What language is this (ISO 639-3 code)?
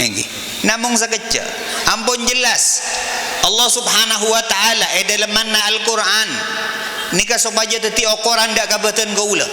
mad